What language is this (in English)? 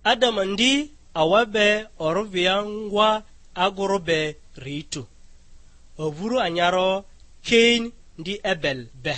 Lugbara